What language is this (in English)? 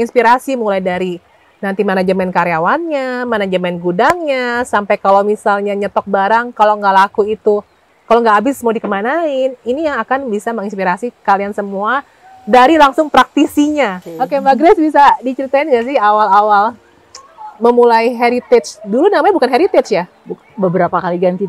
Indonesian